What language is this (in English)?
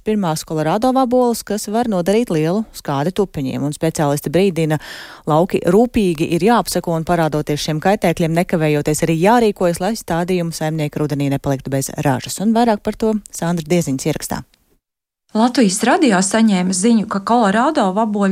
Latvian